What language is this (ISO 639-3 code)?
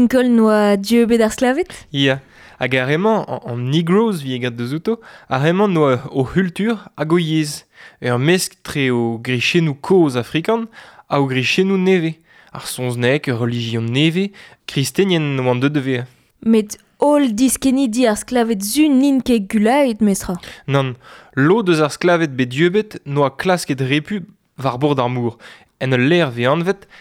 bre